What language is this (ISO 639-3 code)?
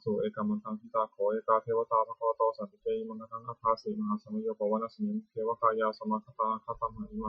pli